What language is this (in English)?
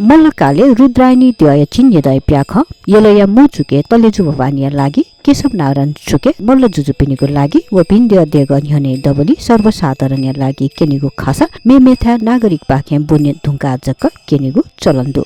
Newari